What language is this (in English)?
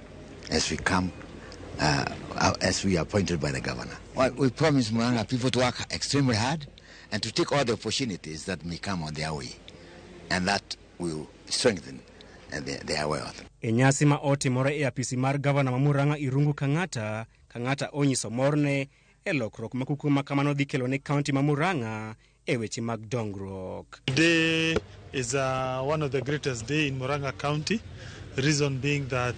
Luo (Kenya and Tanzania)